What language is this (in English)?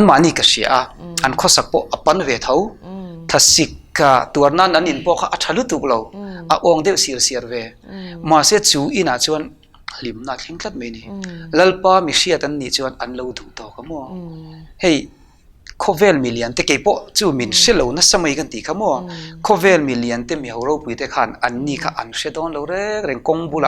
Mizo